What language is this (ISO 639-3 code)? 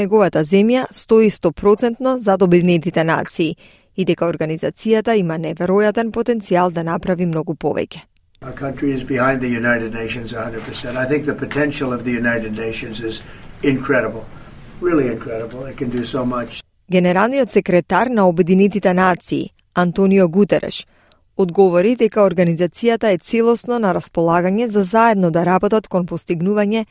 mkd